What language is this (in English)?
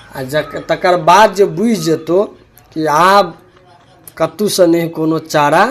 Maithili